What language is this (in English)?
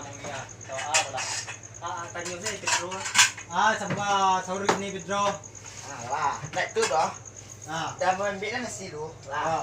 Minangkabau